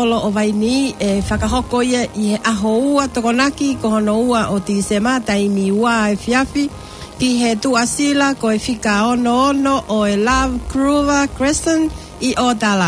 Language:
Tongan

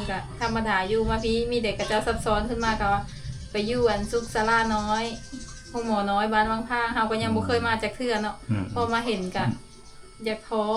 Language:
Lao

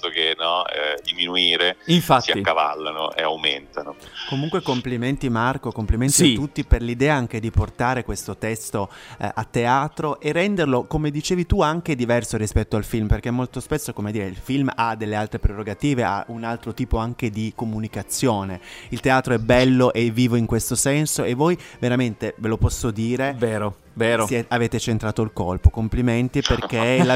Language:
Italian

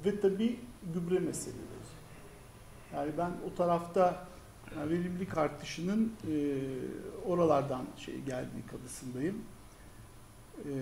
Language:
Turkish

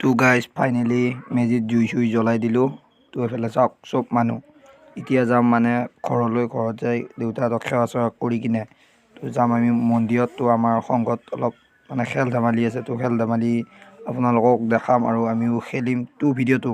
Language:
Assamese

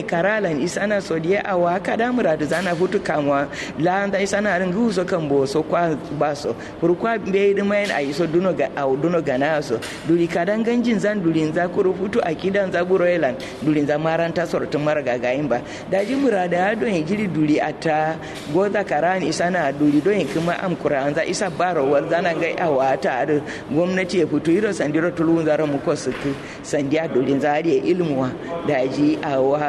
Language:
Kanuri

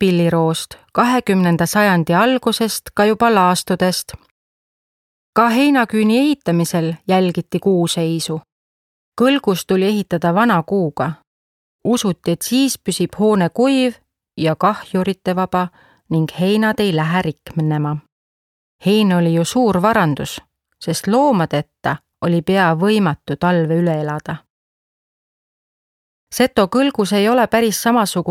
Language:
Estonian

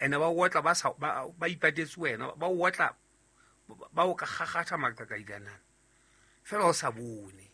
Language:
Southern Sotho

